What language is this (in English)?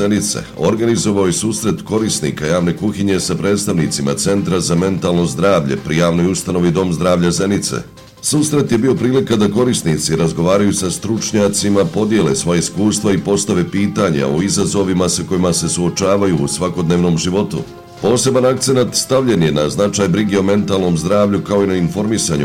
Bosnian